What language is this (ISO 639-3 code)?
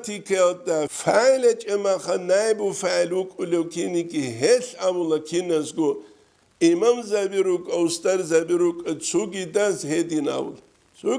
ava